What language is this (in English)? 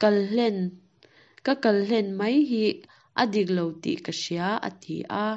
Mizo